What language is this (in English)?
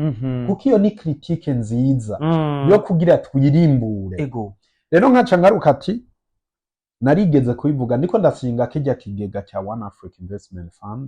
Rundi